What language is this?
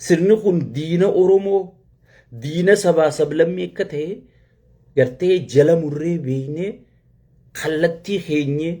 Oromo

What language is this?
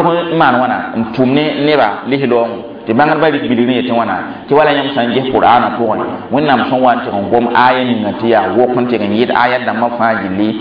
Mossi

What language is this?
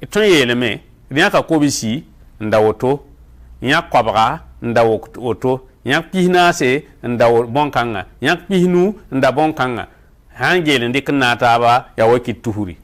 Mossi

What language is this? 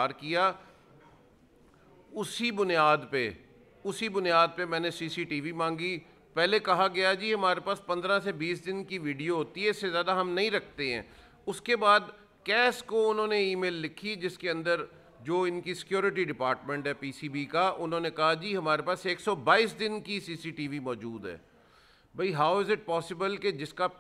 Urdu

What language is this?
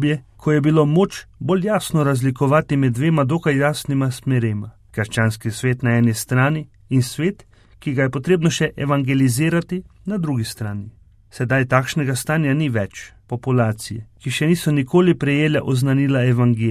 Slovenian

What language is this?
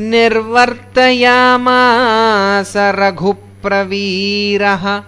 Sanskrit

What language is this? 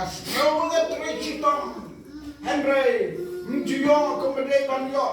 Khasi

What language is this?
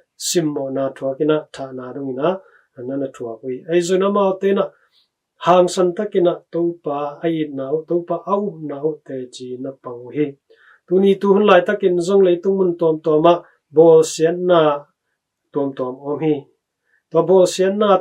Tedim Chin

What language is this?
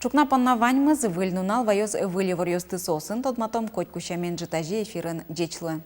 Udmurt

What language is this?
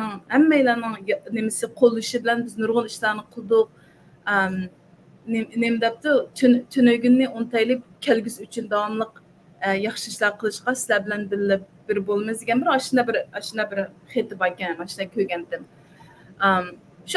Uyghur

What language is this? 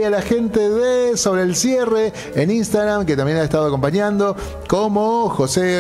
Spanish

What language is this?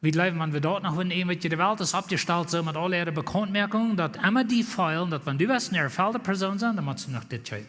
Plautdietsch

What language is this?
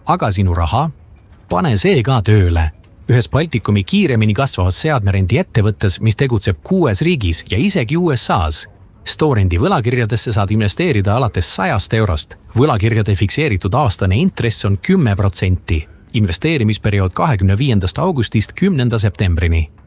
Estonian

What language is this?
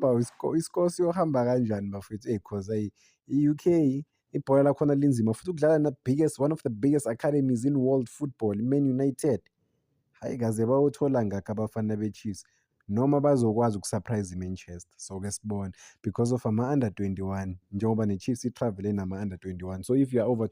Zulu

